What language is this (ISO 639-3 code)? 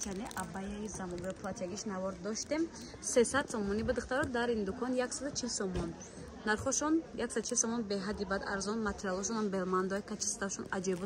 tgk